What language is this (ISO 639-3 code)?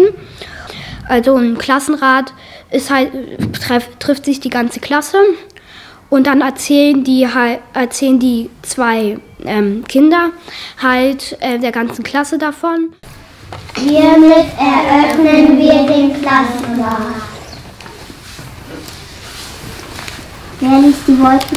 deu